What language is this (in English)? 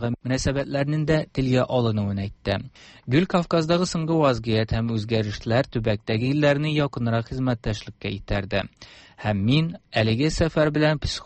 Tatar